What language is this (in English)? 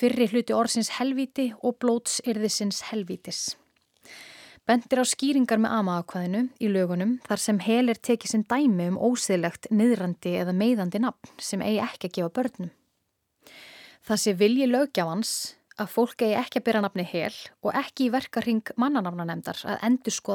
Icelandic